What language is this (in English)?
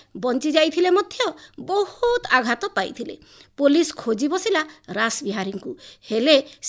Odia